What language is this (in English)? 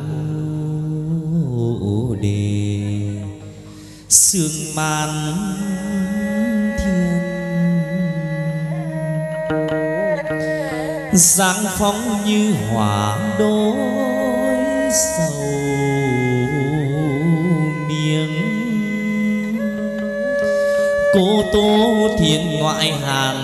Vietnamese